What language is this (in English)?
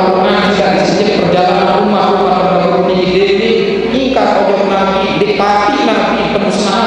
Sasak